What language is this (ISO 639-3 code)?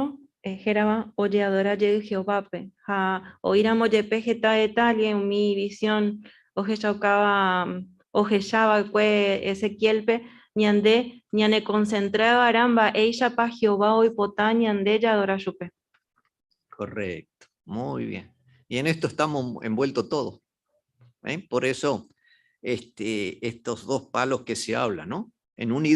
grn